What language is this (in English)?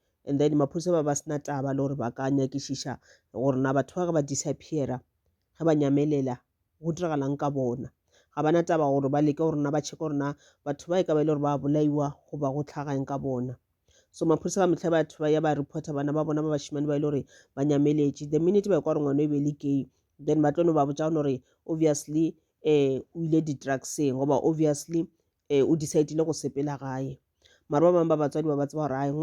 Northern Sotho